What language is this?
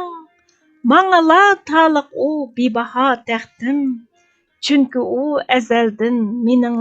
Uyghur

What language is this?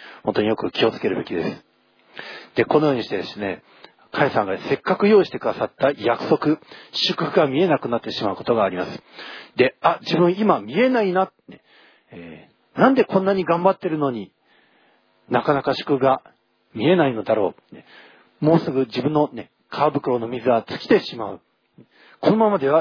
Japanese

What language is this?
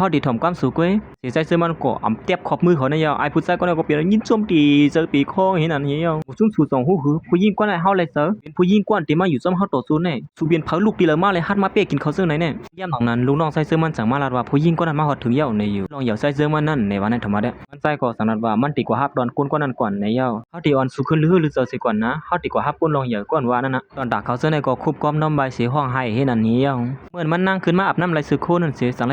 Shan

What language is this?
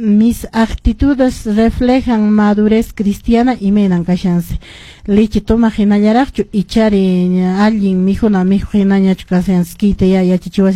Quechua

